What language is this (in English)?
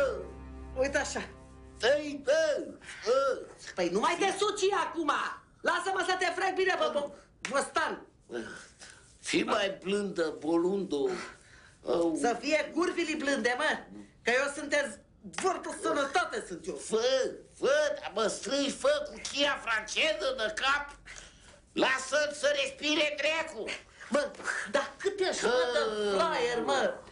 Romanian